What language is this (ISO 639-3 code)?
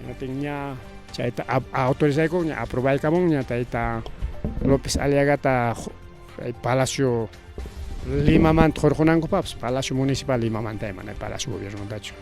quy